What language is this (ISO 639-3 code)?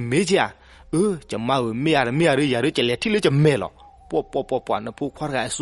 ksw